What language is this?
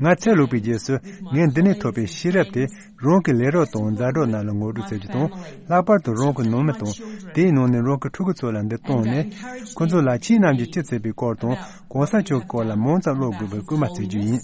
Tibetan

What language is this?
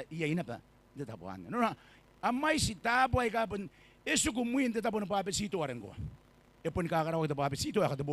Gilbertese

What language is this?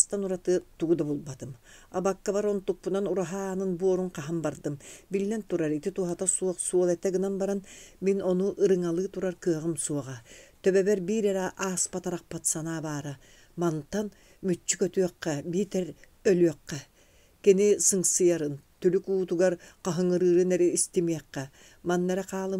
Yakut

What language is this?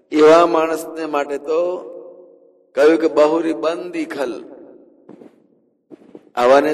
Gujarati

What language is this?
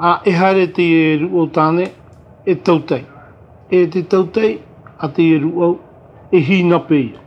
Tahitian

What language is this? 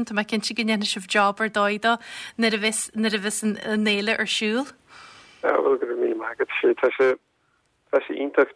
Irish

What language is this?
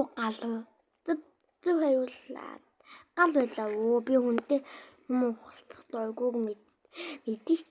Mongolian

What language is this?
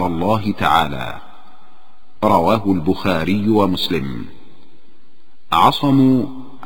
Arabic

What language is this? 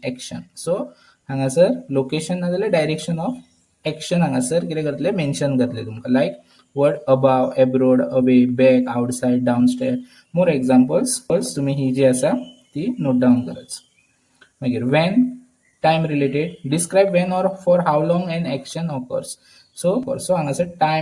Konkani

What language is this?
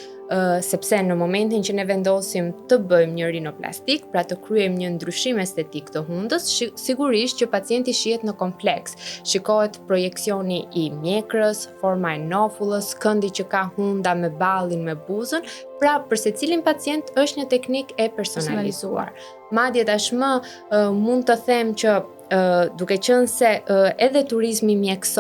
Albanian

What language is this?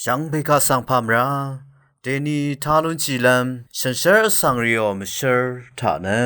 Rawang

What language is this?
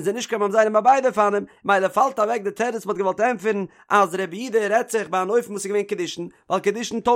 Yiddish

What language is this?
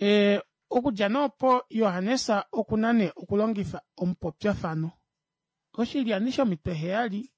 Kuanyama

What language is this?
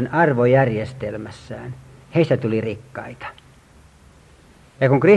Finnish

